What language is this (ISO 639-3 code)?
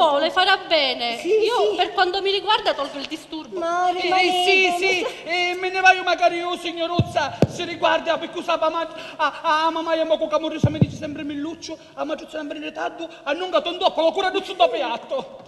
scn